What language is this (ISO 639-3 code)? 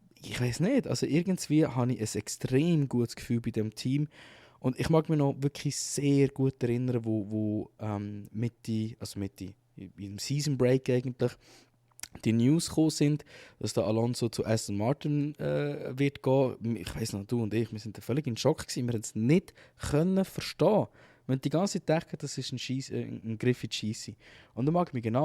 gsw